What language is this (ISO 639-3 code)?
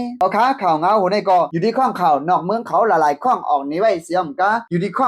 shn